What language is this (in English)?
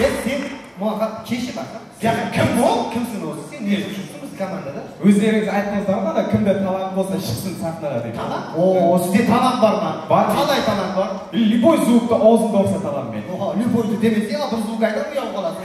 Kara-Kalpak